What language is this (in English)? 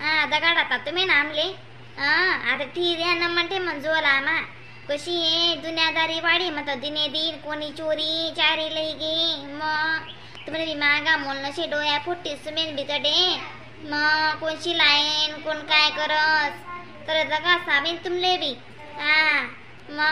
Khandesi